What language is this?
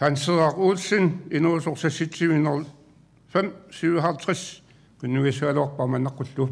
Kalaallisut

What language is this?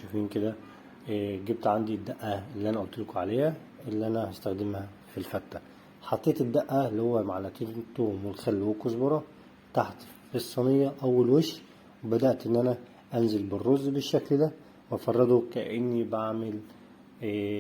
Egyptian Arabic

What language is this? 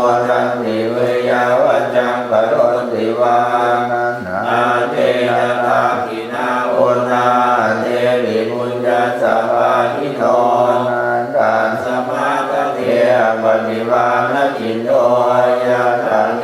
Pali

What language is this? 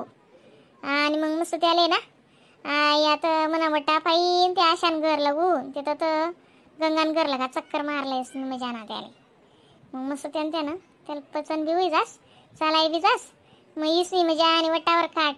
Khandesi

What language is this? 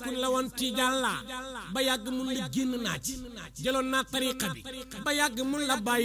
Wolof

